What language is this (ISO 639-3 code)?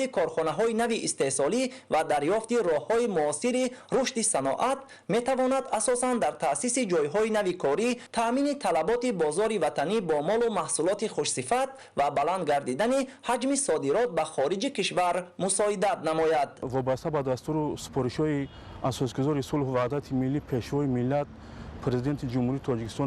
tgk